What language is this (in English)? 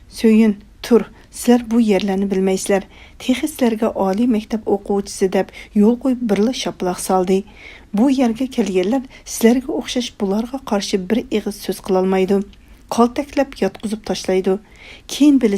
Uyghur